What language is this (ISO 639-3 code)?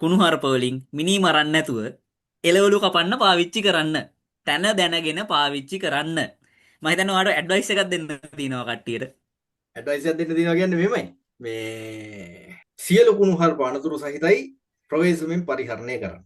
sin